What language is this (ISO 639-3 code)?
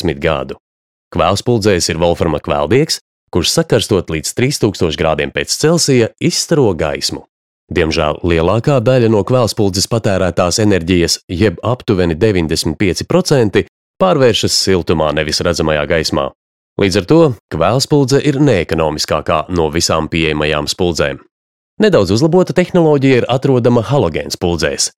lav